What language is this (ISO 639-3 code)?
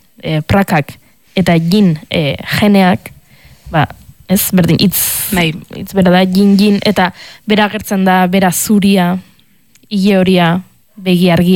eus